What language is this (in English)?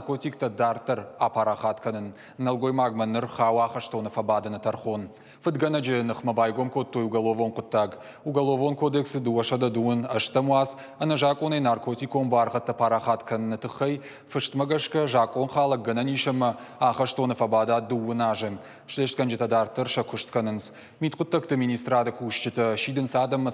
Ossetic